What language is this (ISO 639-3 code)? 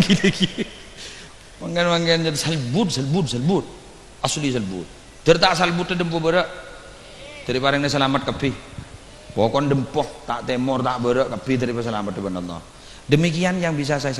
mad